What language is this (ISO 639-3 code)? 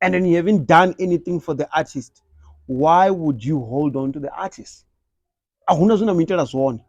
ven